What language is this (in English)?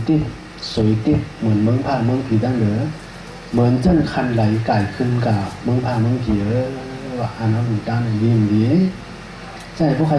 Shan